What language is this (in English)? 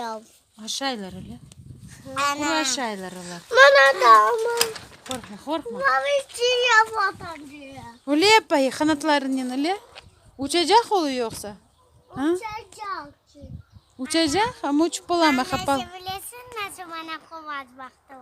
Crimean Tatar